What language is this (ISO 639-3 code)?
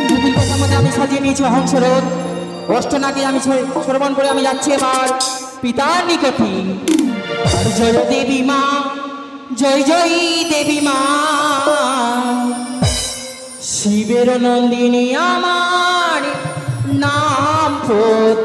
ben